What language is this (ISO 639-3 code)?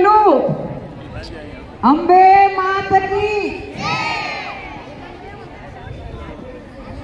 guj